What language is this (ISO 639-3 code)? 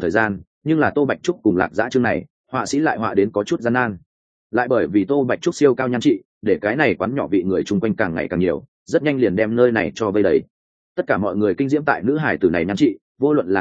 vie